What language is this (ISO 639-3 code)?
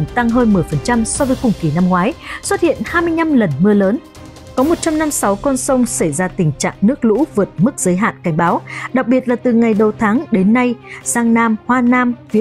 vie